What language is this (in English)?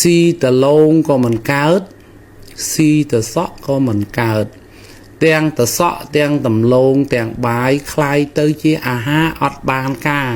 Khmer